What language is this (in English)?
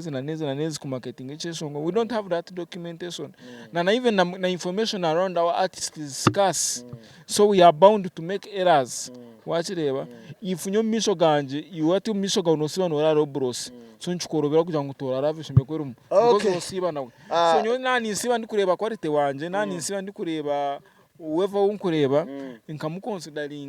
Nyankole